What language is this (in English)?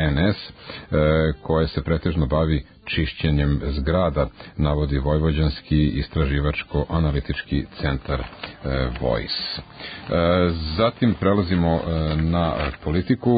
Serbian